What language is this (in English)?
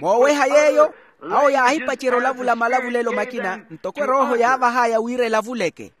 Makhuwa